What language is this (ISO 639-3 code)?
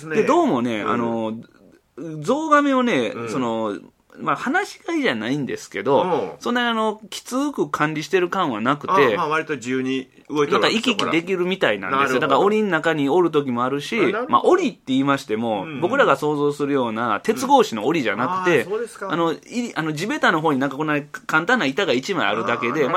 jpn